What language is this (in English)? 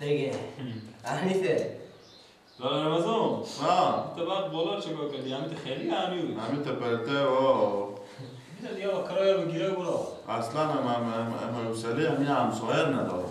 Persian